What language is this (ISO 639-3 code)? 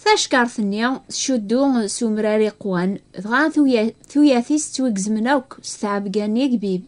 kab